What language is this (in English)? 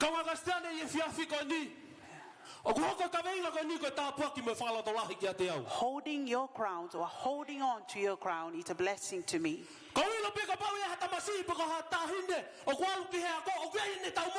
Tongan